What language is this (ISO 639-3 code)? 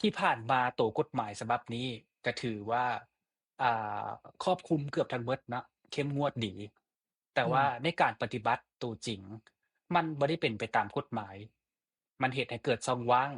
lao